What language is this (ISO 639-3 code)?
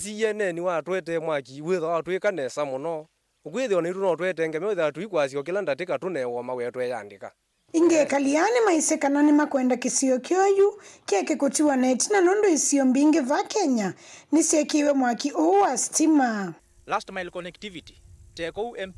kam